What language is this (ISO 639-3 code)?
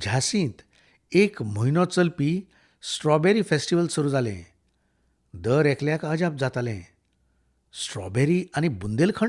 kok